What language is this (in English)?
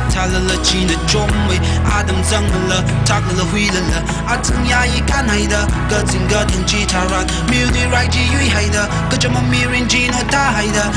Tangkhul Naga (India)